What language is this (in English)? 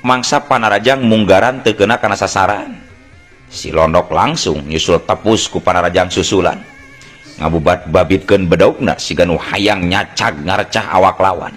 Sundanese